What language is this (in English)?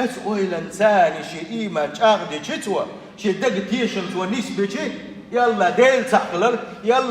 Chechen